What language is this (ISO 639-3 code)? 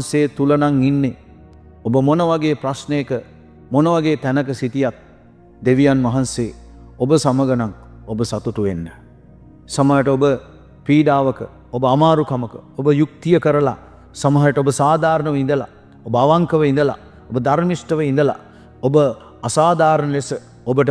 sin